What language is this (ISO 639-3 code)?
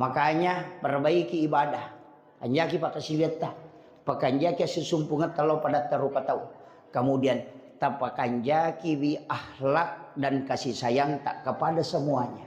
bug